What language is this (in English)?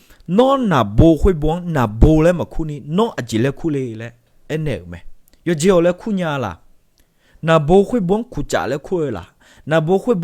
Akha